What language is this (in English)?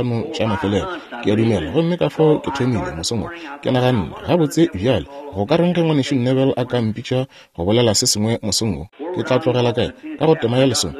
Northern Sotho